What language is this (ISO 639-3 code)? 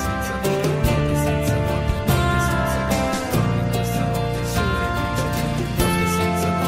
ita